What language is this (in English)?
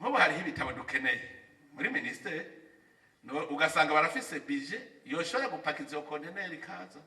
Rundi